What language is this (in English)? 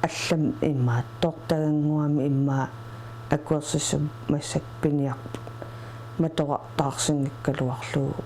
Kalaallisut